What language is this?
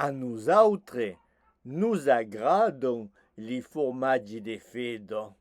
Occitan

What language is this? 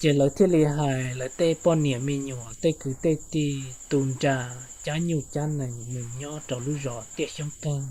Hmong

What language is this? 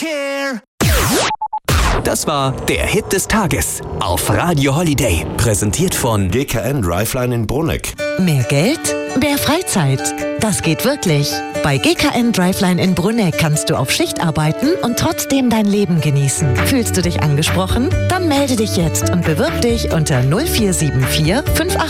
German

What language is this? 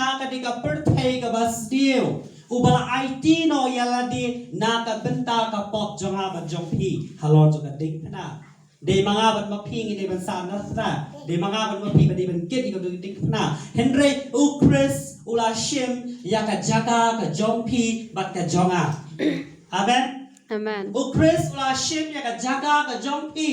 Khasi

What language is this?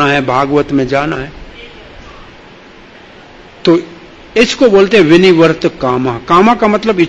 Hindi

